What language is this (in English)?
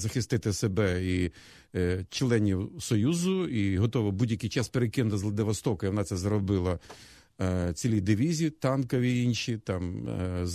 Ukrainian